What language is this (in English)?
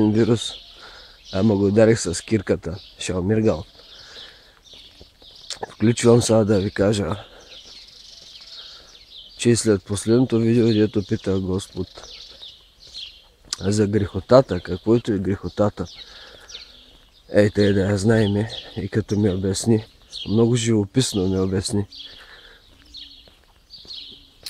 Bulgarian